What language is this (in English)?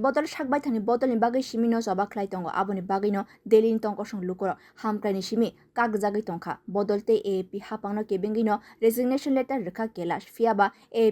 Kok Borok